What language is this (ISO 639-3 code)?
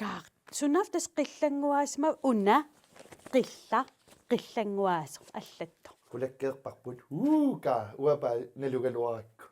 kal